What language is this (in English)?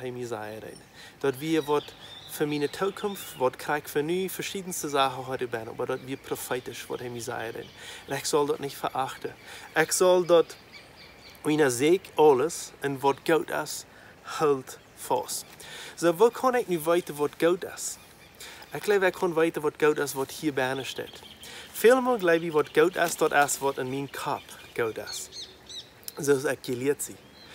Plautdietsch